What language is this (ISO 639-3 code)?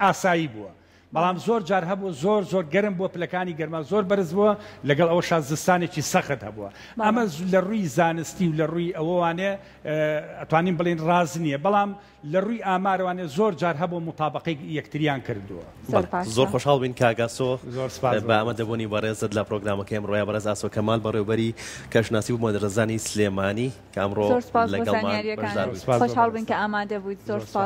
ckb